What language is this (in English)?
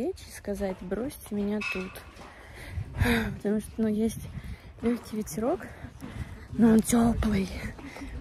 Russian